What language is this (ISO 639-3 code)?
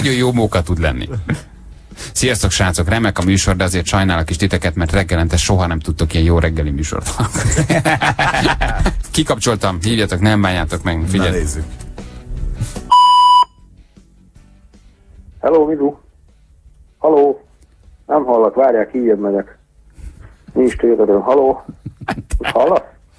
hun